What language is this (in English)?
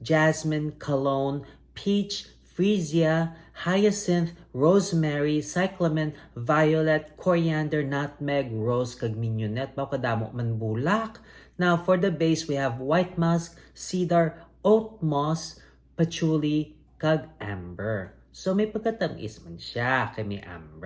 Hiligaynon